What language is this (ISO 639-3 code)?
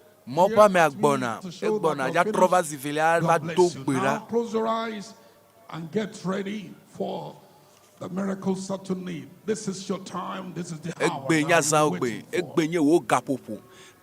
ewe